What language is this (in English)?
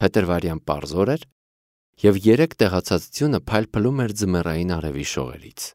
Armenian